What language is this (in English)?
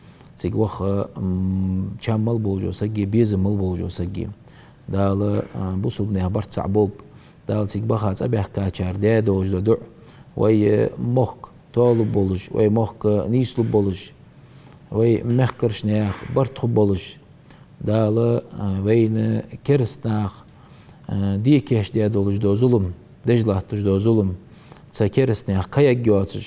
Ingush